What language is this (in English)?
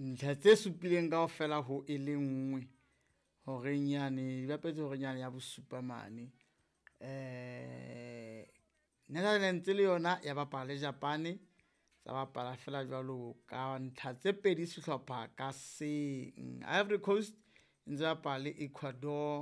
Southern Sotho